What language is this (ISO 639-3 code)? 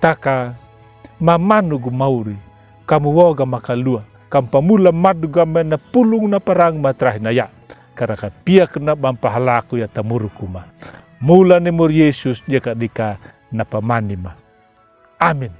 akg